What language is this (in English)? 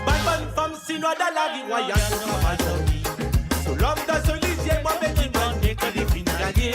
Morisyen